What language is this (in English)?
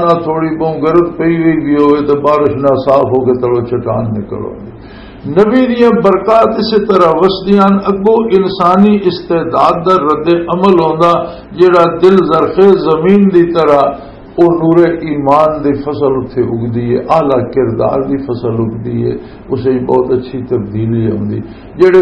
Western Panjabi